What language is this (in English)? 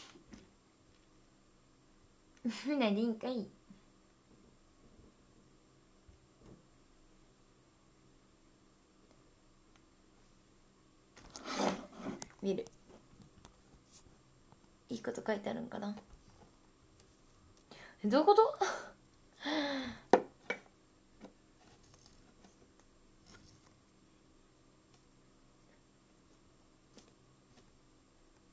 Japanese